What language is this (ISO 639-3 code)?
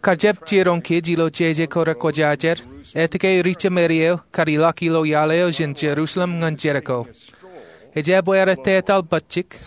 mah